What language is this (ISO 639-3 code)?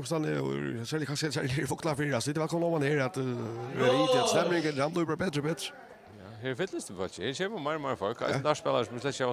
fao